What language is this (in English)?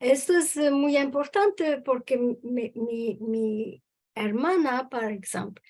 Ladino